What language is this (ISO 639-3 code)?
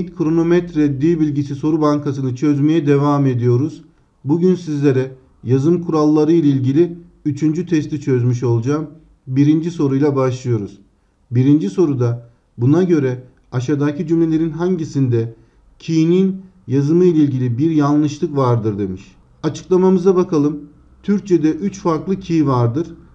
tur